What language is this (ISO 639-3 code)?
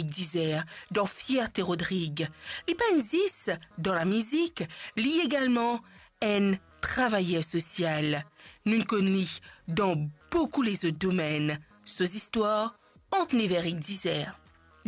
mfe